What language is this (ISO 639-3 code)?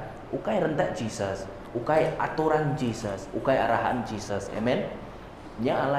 iba